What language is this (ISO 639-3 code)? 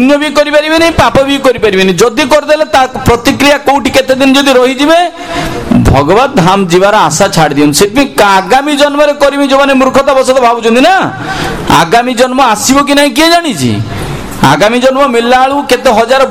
ori